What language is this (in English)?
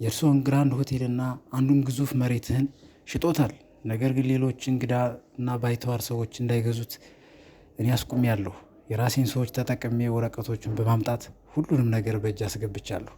Amharic